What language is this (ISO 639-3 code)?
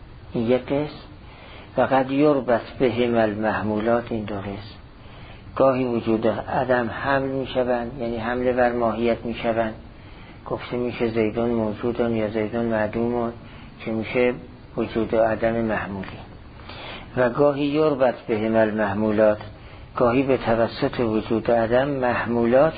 fas